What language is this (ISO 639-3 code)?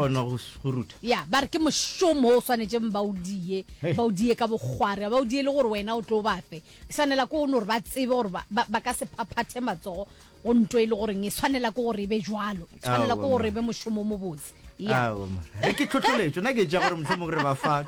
nso